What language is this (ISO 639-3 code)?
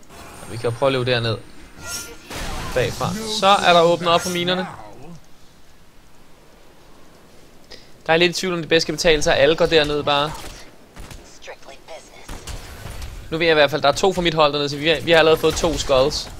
dan